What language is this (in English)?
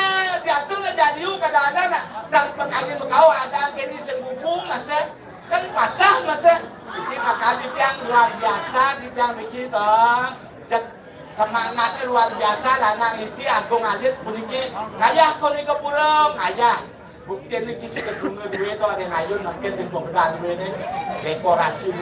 Balinese